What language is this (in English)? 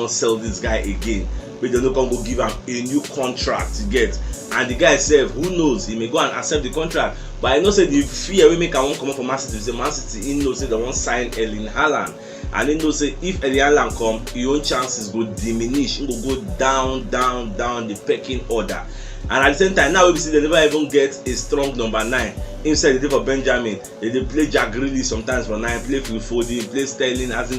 Nigerian Pidgin